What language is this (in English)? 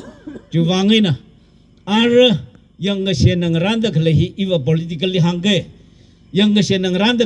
Tangkhul Naga (India)